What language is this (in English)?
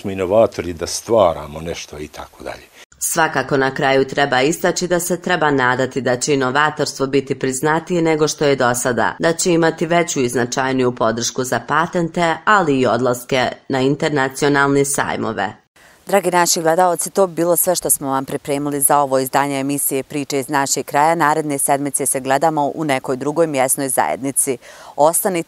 Bosnian